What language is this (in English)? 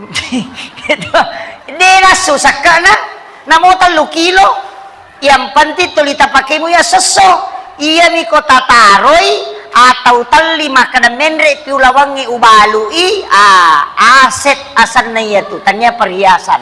Buginese